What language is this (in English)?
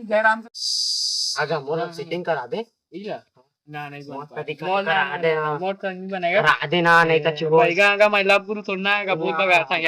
Chhattisgarhi